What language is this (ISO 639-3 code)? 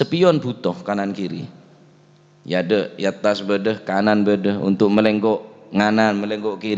mad